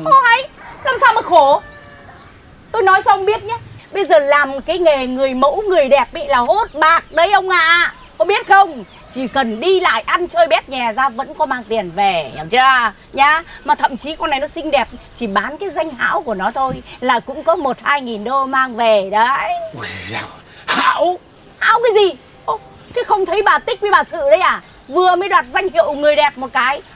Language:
Vietnamese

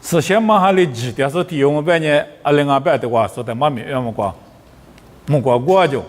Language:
Lisu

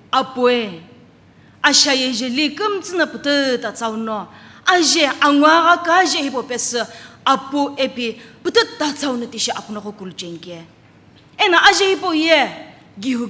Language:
Sumi Naga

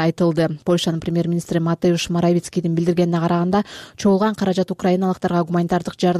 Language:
Kyrgyz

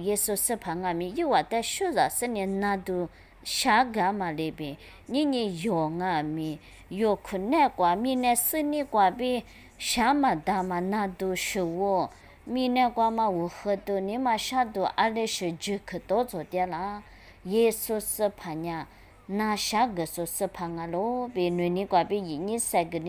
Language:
Lisu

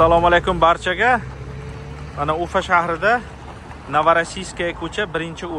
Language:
Uzbek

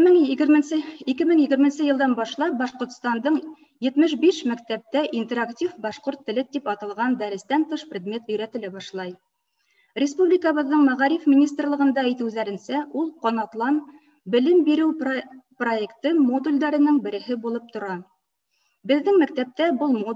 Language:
Bashkir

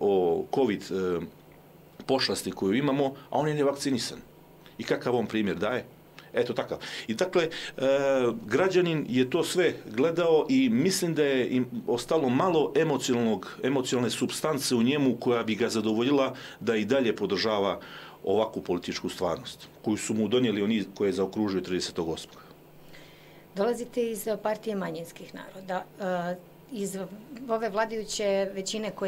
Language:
Serbian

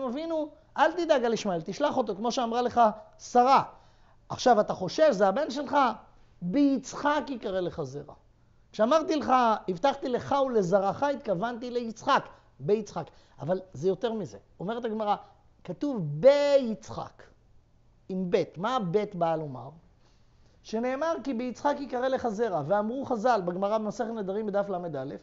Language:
Hebrew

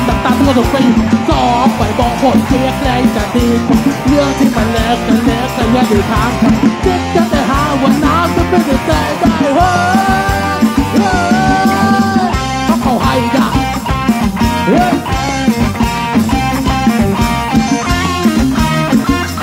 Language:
Thai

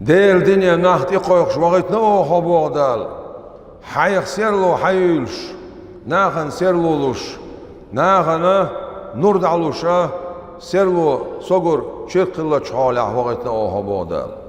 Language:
Chechen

